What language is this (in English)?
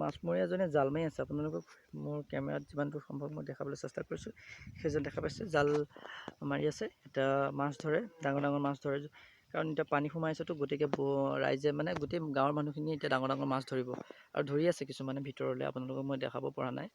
Assamese